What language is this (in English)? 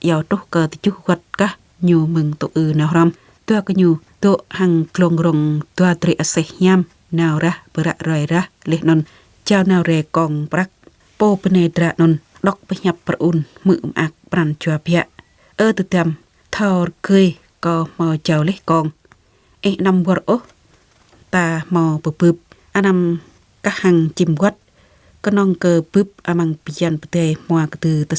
Jarai